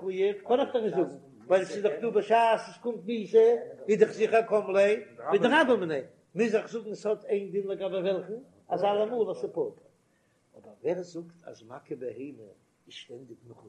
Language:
Yiddish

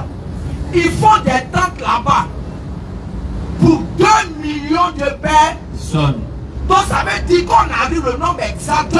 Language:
French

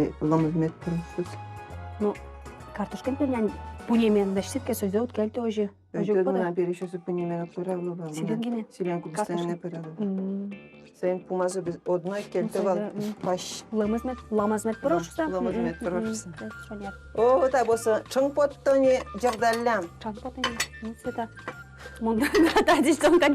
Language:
Udmurt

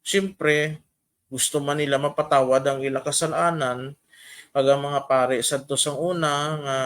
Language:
Hiligaynon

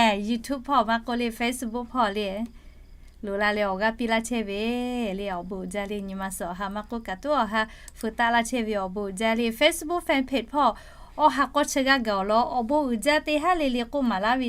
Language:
Lahu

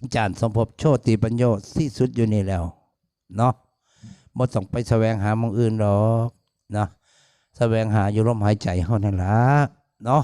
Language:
Northeastern Thai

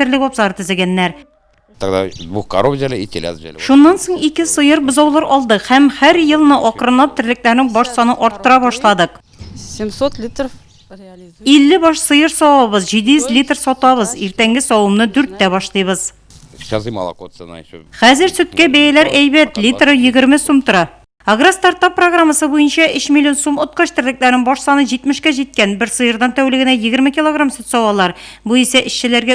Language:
Tatar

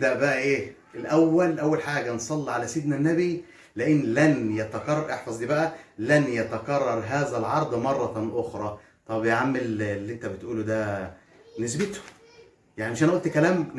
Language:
Egyptian Arabic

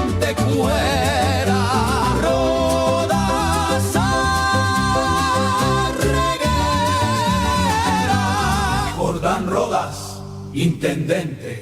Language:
Guarani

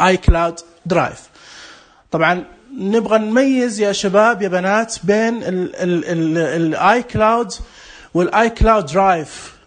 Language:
Najdi Arabic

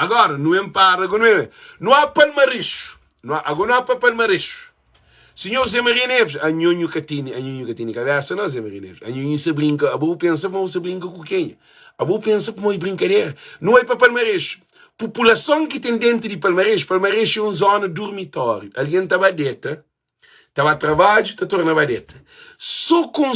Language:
Kabuverdianu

